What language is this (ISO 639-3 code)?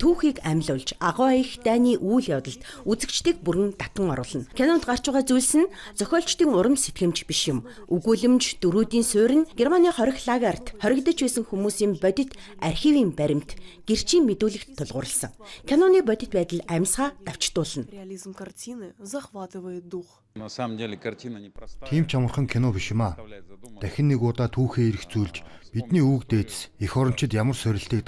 mon